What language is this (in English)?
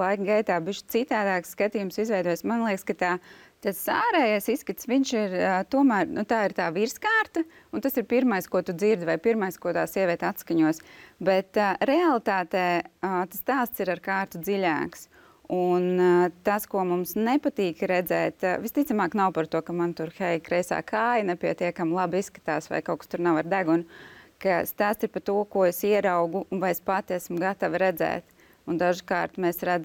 Latvian